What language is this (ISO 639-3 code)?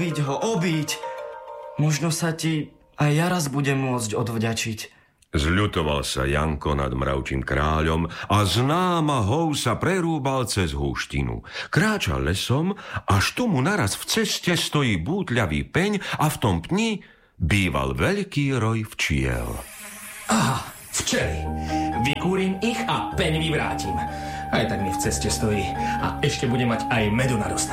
slk